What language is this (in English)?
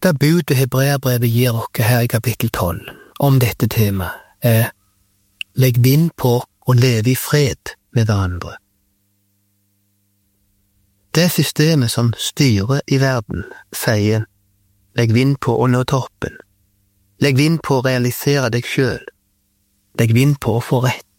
Norwegian